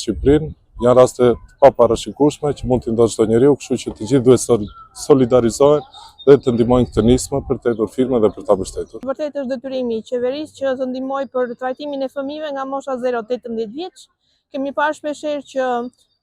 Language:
Albanian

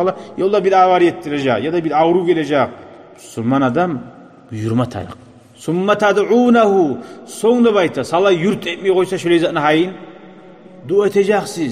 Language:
Kumyk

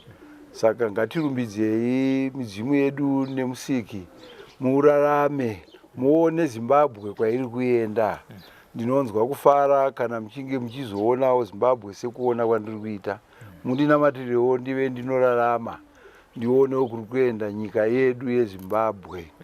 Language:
Shona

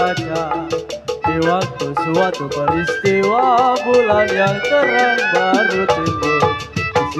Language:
Betawi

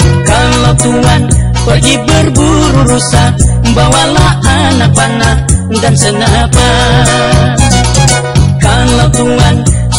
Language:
Malay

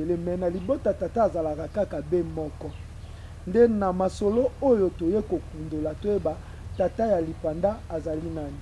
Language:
Lingala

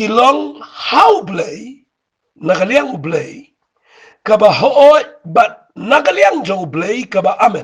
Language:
Khasi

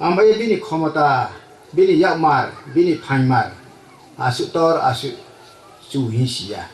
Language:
Riang (India)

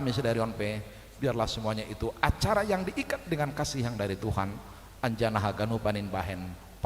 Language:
Batak Simalungun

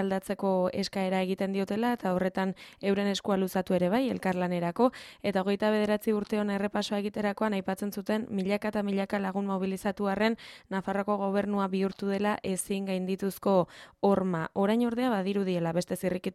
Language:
Basque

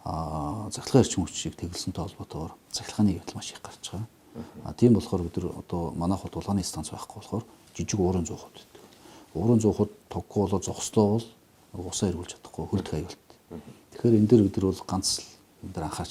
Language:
Mongolian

